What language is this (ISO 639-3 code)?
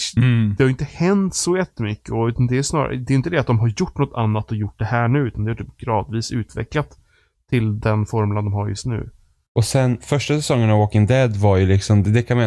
swe